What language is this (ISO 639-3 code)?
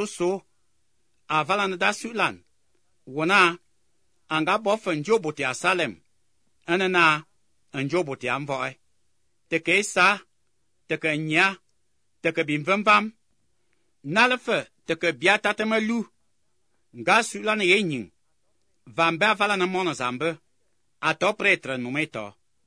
sqi